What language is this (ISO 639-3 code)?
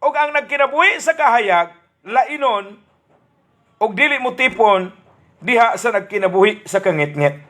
ceb